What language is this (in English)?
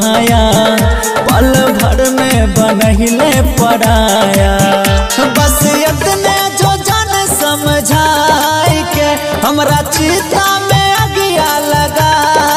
Bhojpuri